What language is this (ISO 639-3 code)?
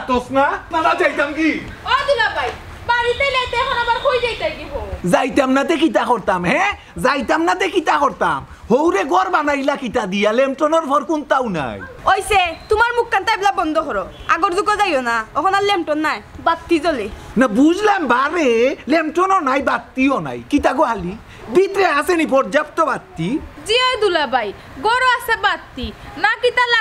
syl